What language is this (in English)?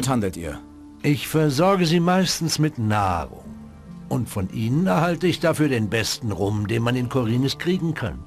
Bavarian